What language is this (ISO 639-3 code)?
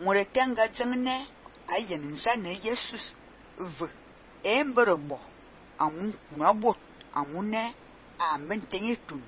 fan